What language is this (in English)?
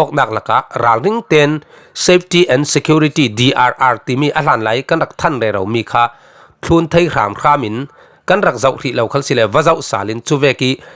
Falam Chin